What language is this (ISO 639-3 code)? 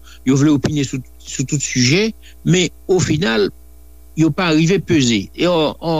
hat